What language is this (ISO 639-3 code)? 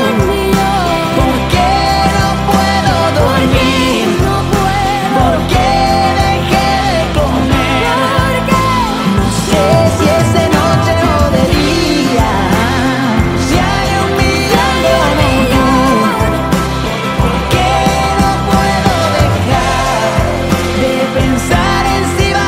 spa